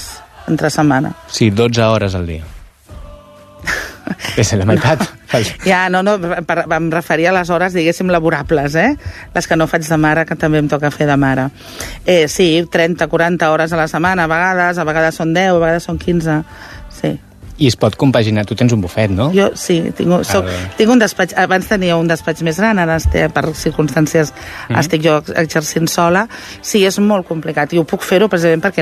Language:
Catalan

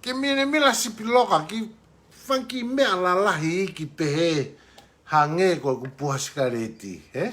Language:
Tongan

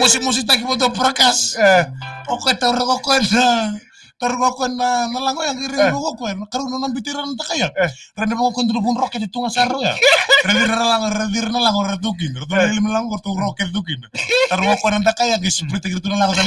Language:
Fijian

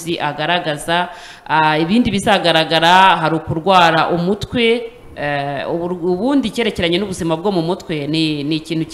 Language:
Kinyarwanda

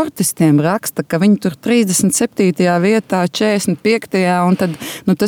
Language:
Latvian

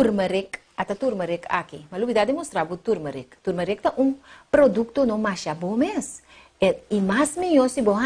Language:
Papiamento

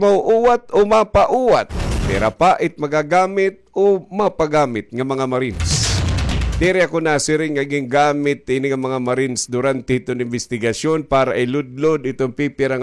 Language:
Waray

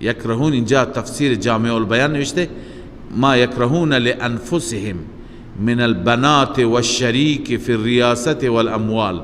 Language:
Persian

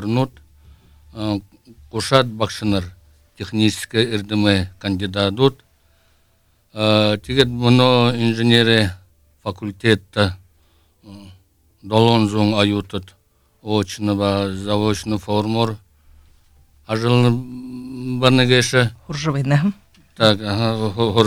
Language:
Buriat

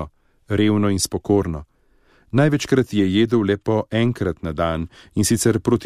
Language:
Slovenian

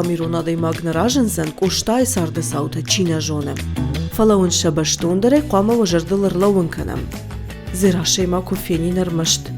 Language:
Ossetic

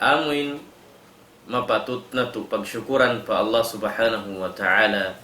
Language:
Tausug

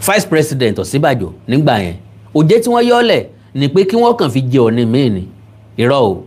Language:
Yoruba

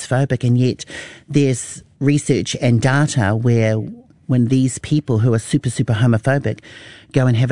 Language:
English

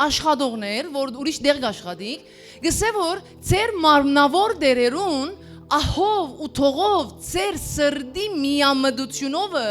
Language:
Western Armenian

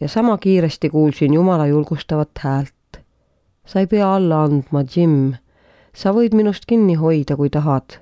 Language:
Estonian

